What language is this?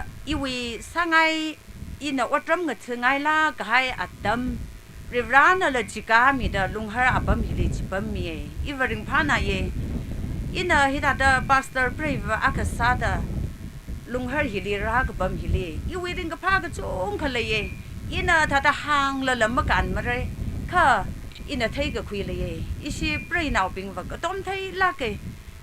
Tangkhul Naga (India)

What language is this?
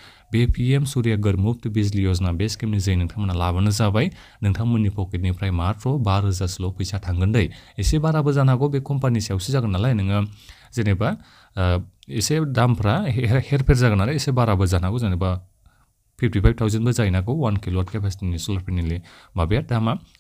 Bodo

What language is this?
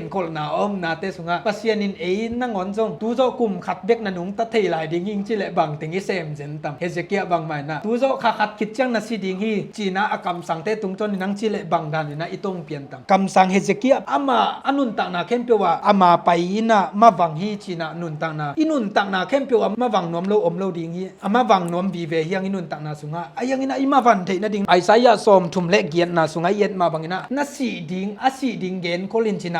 Tedim Chin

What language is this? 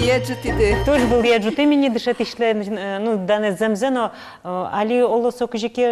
Udmurt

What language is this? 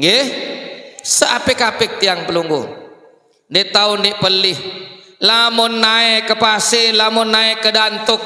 Sasak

